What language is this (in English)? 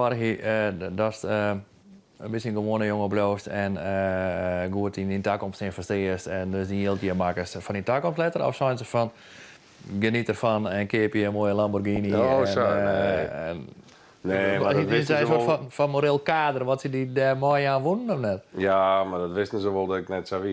Western Frisian